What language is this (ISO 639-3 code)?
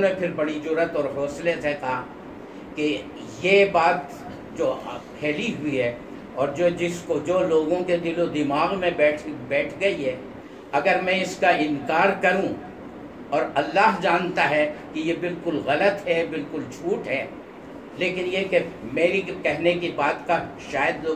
urd